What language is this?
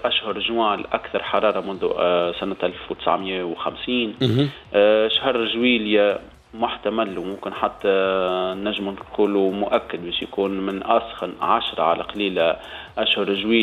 Tunisian Arabic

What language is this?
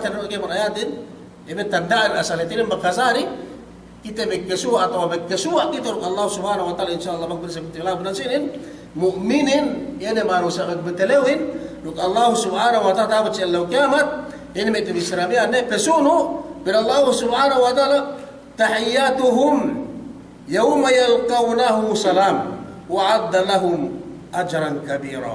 Yakan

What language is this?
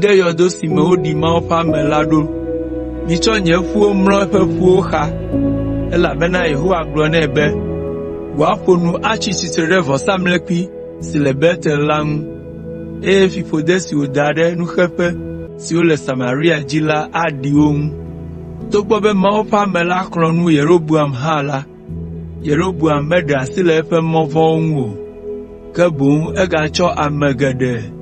Ewe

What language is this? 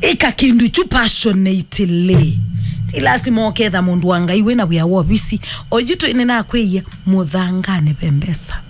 Kamba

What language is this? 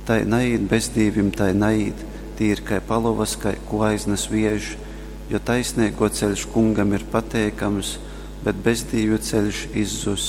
Latgalian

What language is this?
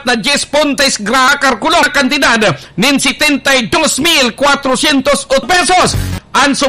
Bikol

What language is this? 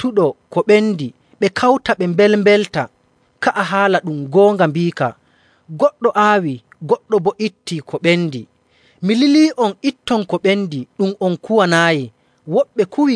Nigerian Fulfulde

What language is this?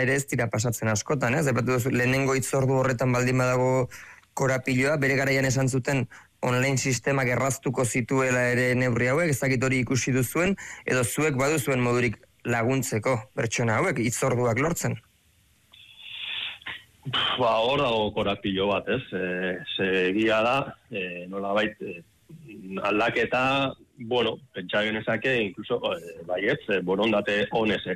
Basque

